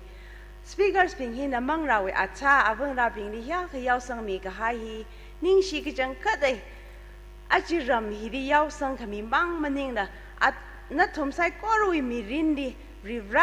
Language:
Tangkhul Naga (India)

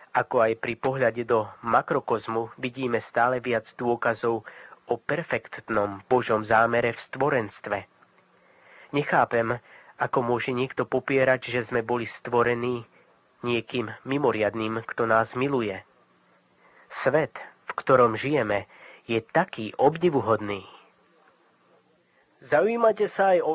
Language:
Slovak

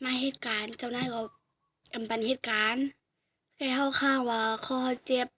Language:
Shan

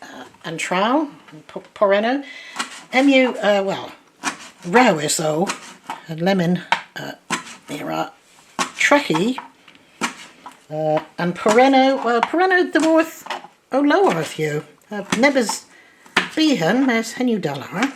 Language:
Cornish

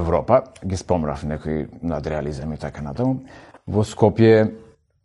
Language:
Macedonian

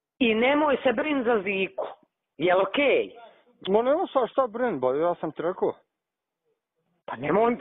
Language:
Bosnian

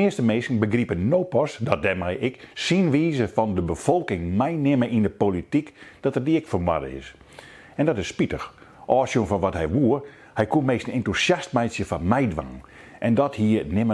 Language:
Western Frisian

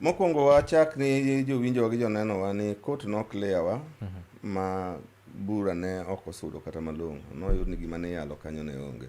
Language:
Luo (Kenya and Tanzania)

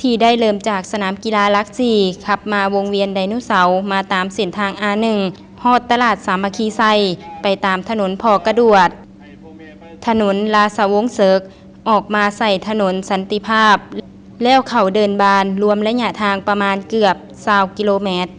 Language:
Lao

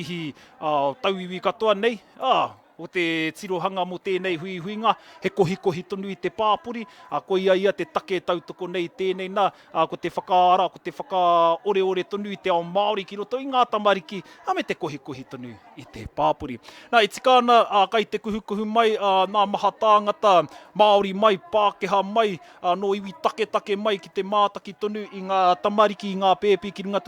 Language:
Māori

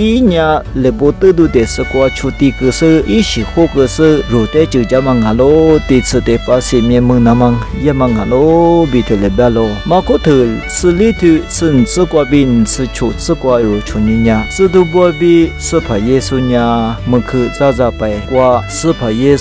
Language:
Lisu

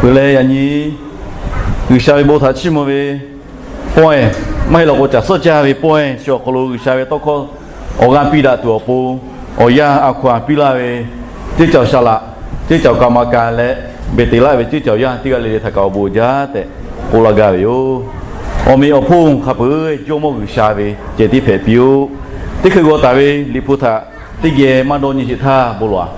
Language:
Lahu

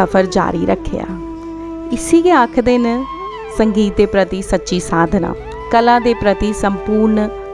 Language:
Dogri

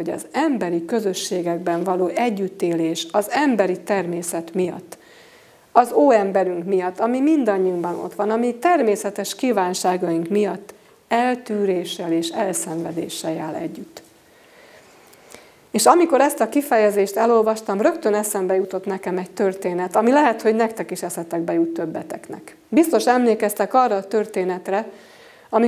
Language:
Hungarian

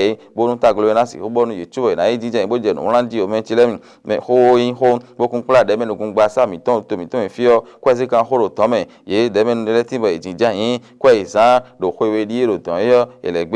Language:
Fon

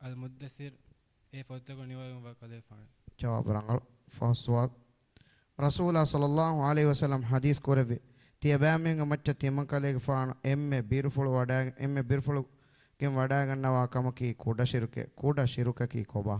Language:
Divehi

